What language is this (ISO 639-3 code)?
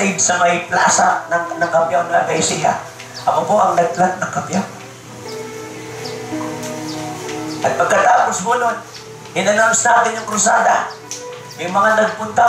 fil